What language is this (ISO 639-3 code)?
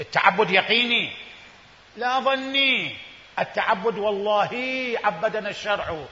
acm